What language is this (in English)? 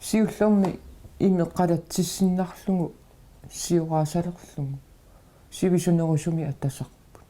Kalaallisut